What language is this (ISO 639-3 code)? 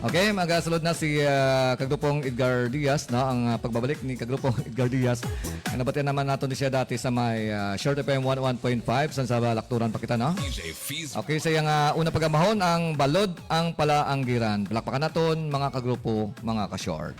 hil